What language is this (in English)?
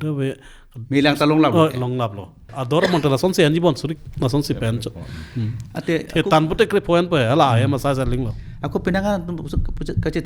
Karbi